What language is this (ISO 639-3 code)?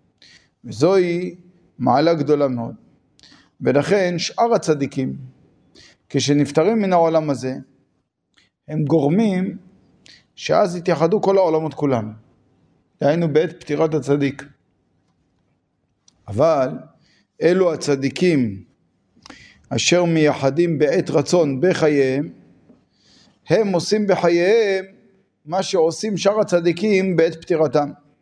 heb